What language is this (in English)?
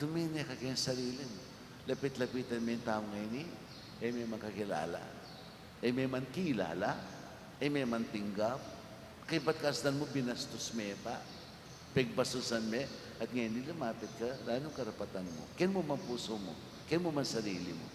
Pampanga